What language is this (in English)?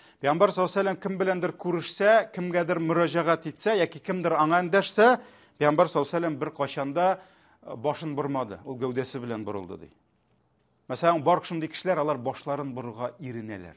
Tatar